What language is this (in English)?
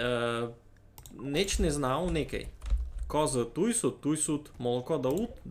Rusyn